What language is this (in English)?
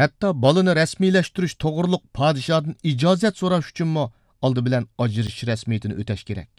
Uyghur